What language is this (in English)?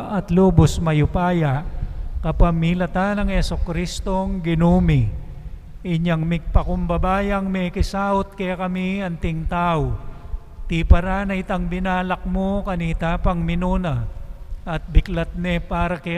Pampanga